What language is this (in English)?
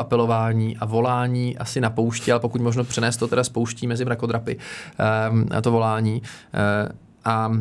Czech